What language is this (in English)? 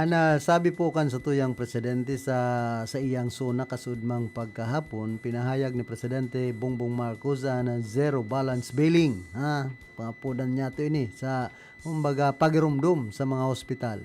Bikol